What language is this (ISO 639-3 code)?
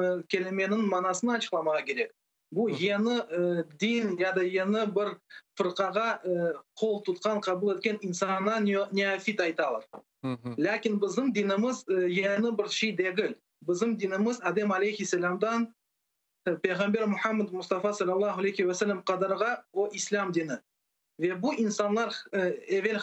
crh